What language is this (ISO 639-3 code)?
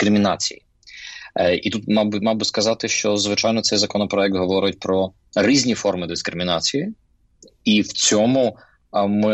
ukr